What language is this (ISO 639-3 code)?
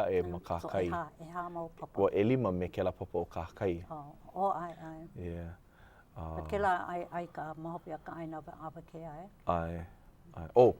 haw